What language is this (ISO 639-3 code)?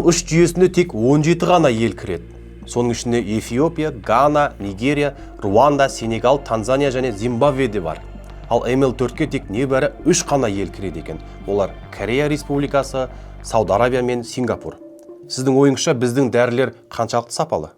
kaz